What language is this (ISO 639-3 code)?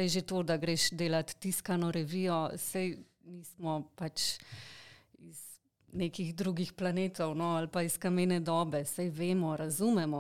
slv